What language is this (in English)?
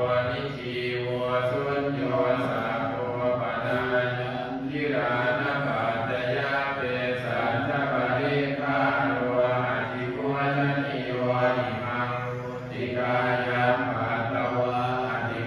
Pali